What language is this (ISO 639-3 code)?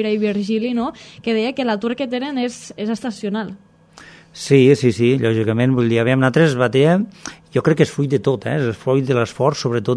cat